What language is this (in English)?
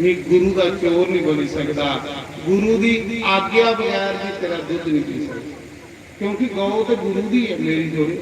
Dogri